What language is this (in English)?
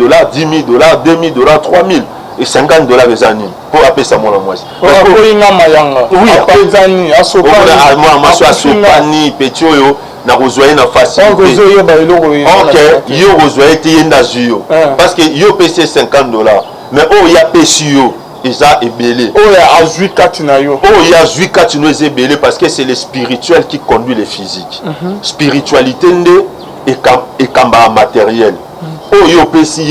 Lingala